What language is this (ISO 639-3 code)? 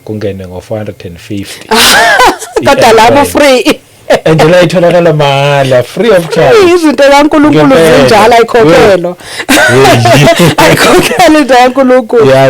zul